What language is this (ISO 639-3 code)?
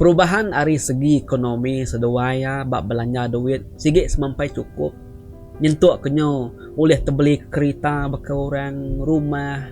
iba